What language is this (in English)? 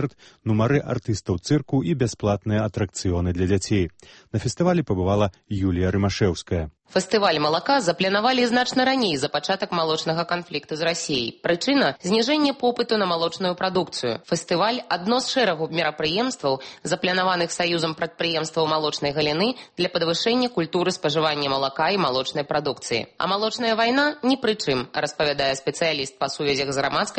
Belarusian